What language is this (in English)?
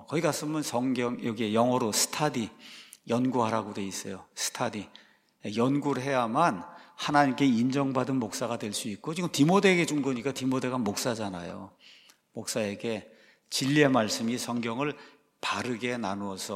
Korean